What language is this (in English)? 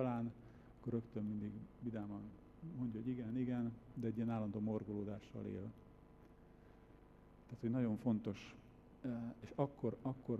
Hungarian